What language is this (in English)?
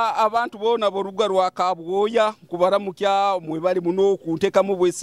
Nyoro